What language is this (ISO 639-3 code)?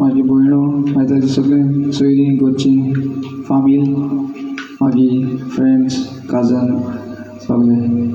kok